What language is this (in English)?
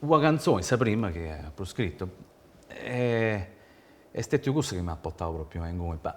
Sardinian